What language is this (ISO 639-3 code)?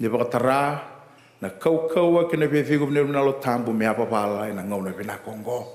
fij